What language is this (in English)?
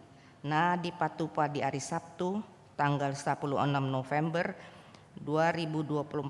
Batak Toba